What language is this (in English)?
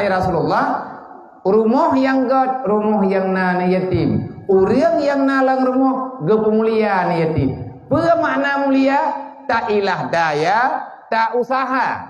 Achinese